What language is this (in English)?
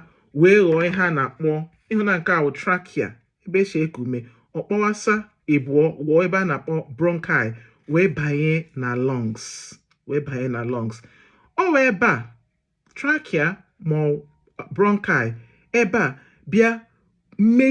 Igbo